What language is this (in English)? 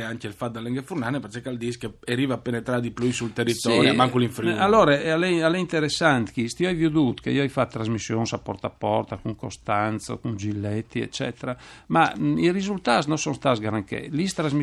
Friulian